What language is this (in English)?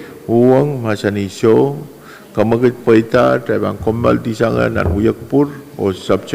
Pohnpeian